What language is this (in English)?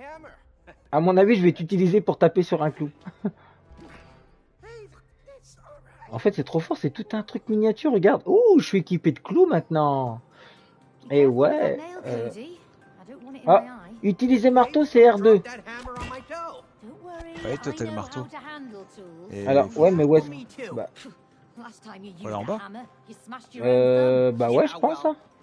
French